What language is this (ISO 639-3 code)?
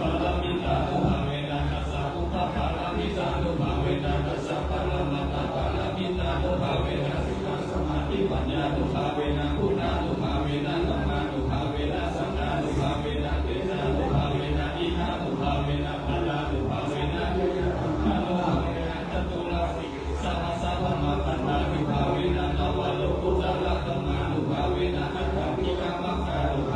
pli